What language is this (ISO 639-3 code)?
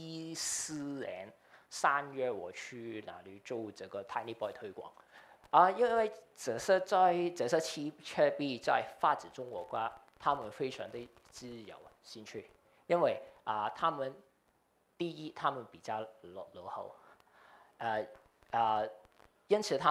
zho